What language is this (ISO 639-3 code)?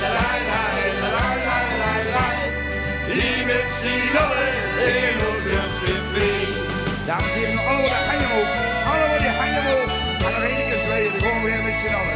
lim